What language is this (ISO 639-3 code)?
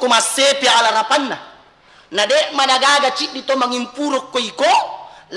bug